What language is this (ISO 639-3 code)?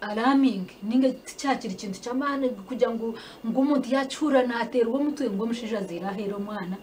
nyn